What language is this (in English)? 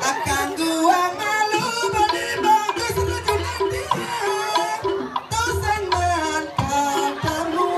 Balinese